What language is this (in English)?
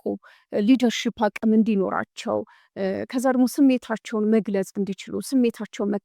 Amharic